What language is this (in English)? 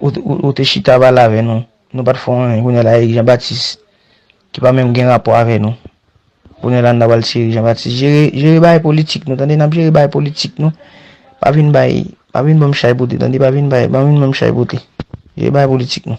Haitian Creole